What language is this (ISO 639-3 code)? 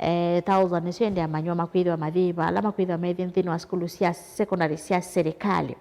kam